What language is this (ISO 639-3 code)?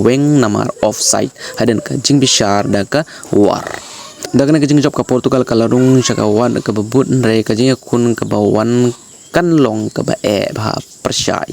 kha